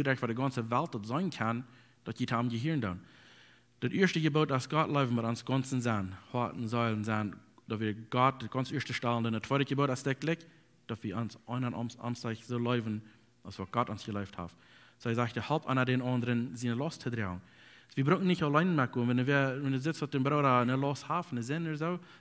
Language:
Plautdietsch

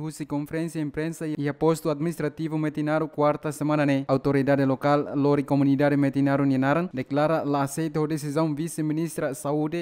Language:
Tetum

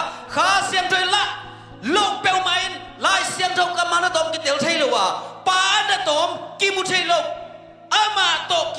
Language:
Tedim Chin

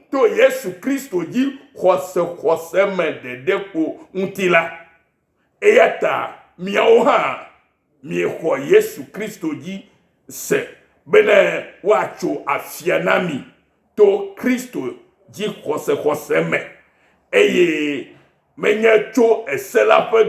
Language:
Ewe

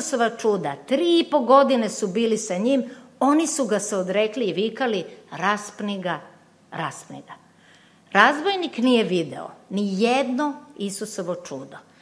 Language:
Serbian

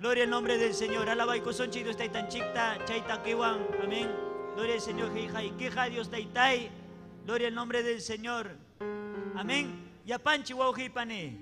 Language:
Ayacucho Quechua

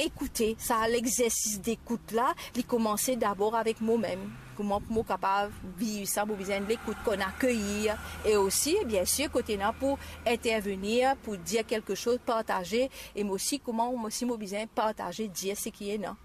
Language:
Morisyen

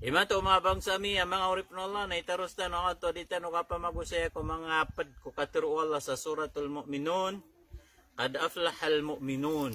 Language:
Maranao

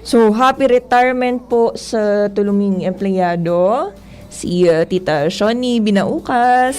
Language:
Bikol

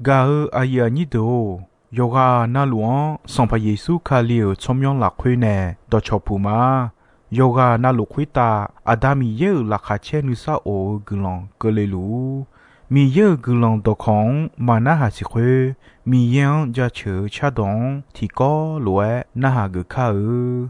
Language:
Akha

